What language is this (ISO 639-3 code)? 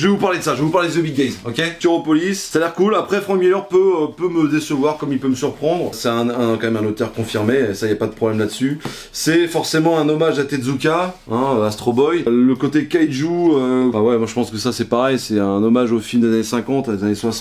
fra